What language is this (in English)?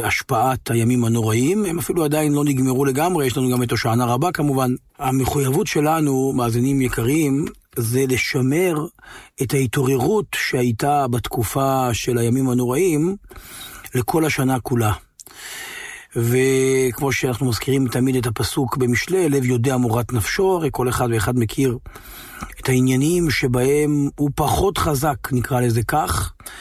Hebrew